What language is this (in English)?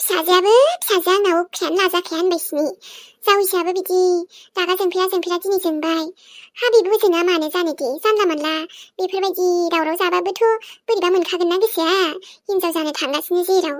Bodo